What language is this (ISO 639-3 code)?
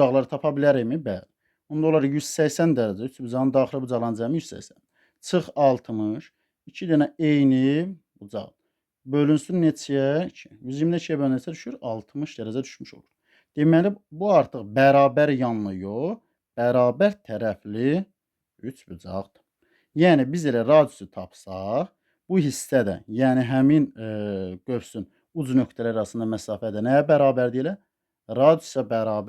aze